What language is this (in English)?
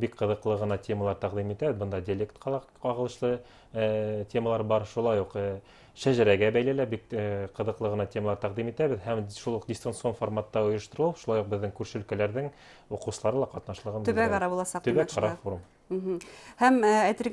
Bashkir